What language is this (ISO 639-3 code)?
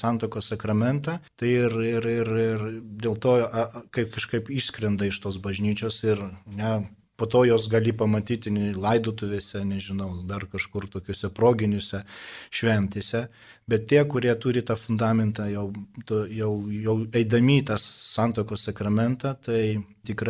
lit